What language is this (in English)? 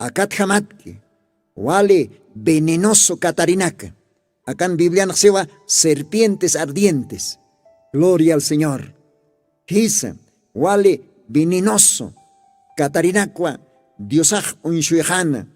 Aymara